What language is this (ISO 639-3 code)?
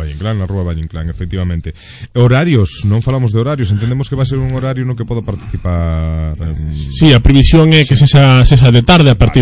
glg